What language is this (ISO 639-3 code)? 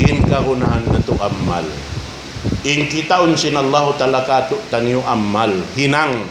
tsg